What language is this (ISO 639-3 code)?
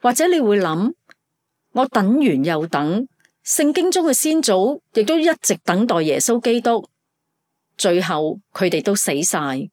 yue